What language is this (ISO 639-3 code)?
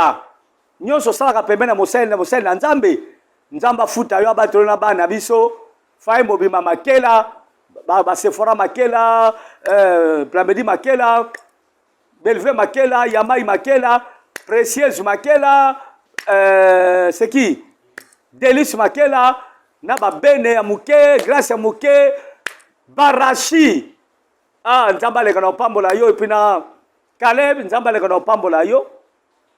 lin